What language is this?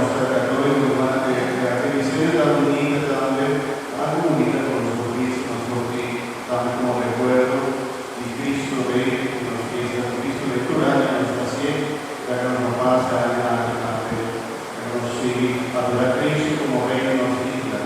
Papiamento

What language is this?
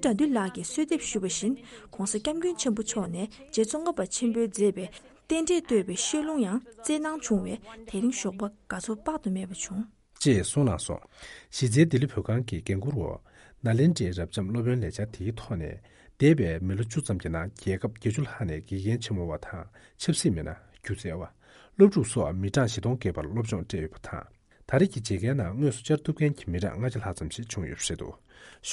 Tibetan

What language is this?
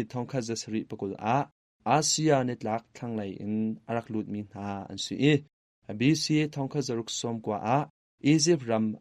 Hakha Chin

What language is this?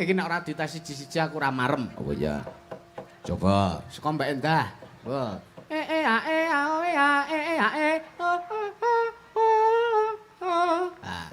Javanese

